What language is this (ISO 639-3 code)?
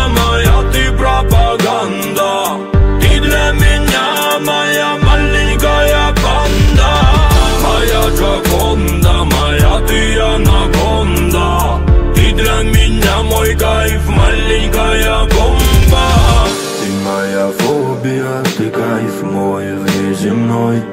rus